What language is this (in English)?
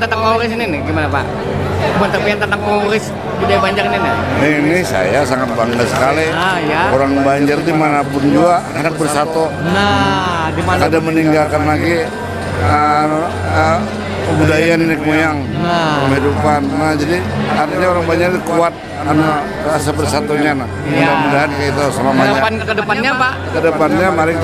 Banjar